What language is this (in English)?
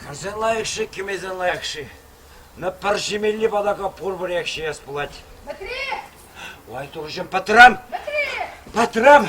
Chuvash